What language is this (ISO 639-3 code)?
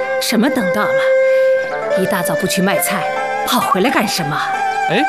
zho